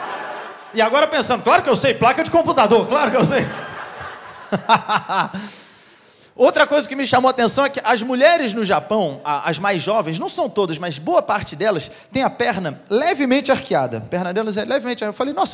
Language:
Portuguese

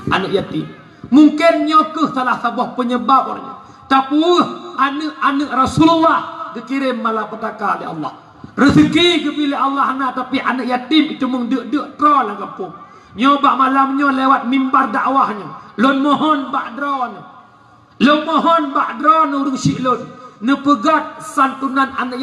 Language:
Achinese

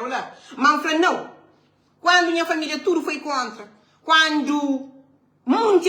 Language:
Kabuverdianu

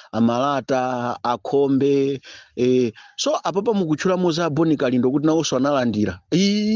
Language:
Nyanja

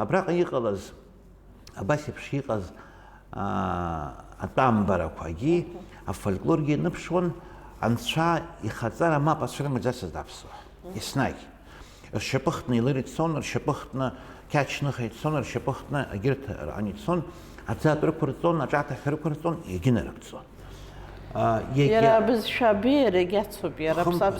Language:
Abkhazian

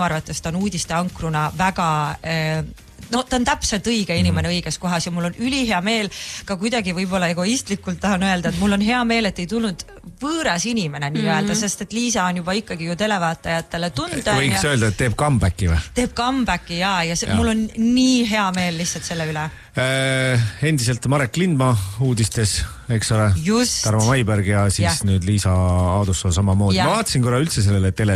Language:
Estonian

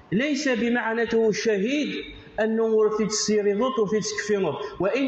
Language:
Kabyle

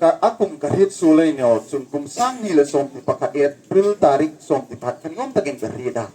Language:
Hmar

